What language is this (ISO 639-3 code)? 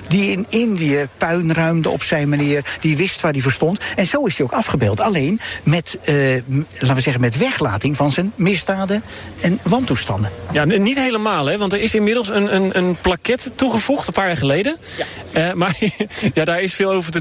nld